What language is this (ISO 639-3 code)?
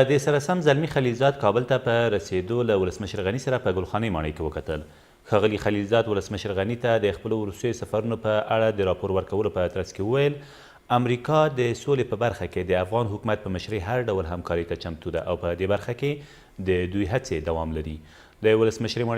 pus